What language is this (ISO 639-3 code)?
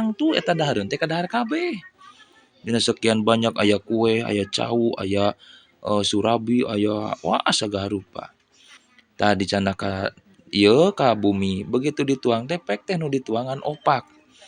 sun